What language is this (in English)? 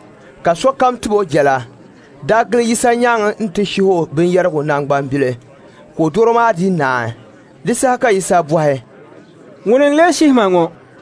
Dagbani